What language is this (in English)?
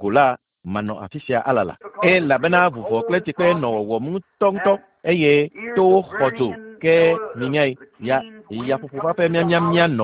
Ewe